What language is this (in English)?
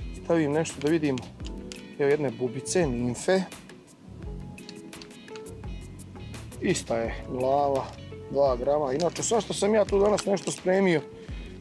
Serbian